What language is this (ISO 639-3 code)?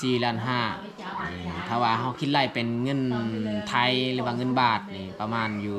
lao